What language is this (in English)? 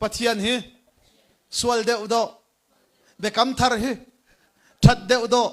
Hakha Chin